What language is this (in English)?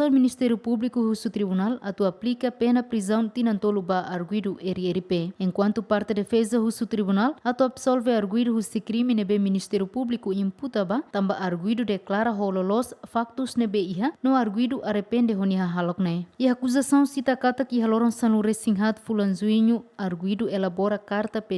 Tetum